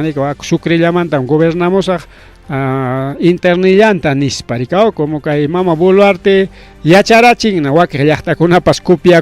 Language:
Ayacucho Quechua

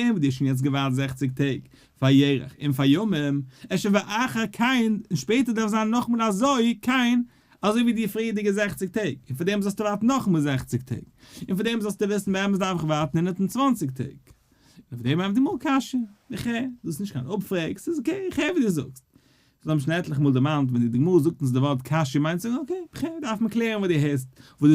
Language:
Yiddish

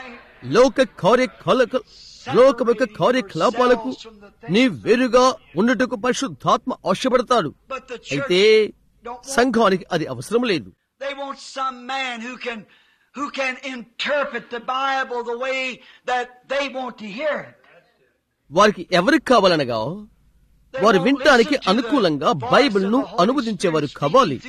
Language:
Telugu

